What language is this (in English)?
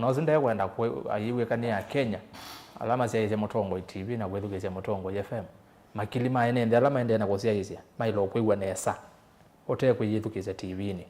Kamba